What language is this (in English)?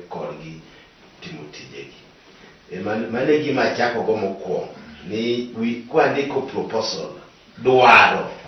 Luo (Kenya and Tanzania)